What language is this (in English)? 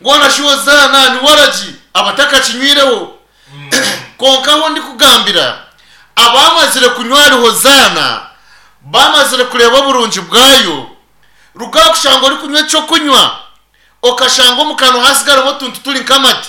Nyankole